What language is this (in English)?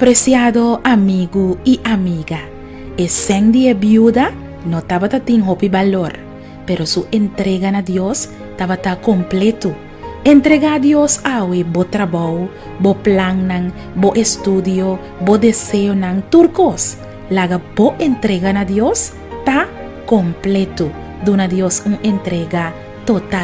Papiamento